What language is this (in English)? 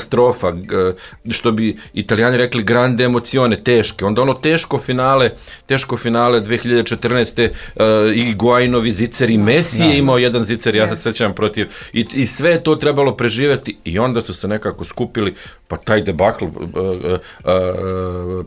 Serbian